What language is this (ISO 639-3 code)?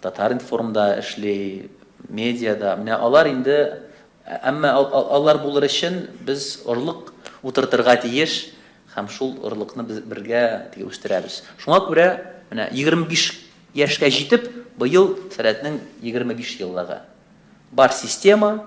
tat